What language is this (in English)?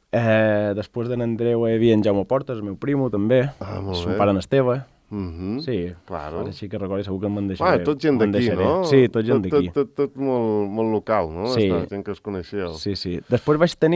Catalan